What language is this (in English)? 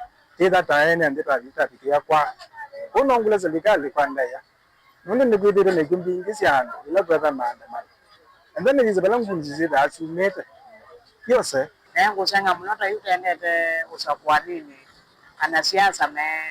Kamba